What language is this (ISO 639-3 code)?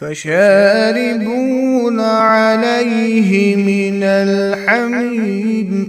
kas